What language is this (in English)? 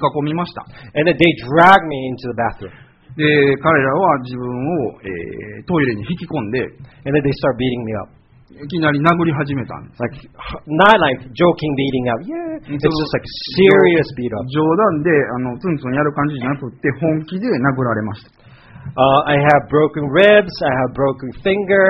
Japanese